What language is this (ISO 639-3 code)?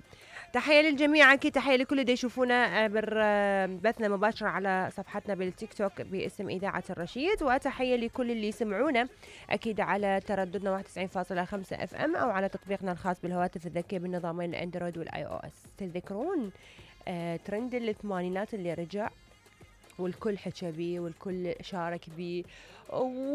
acm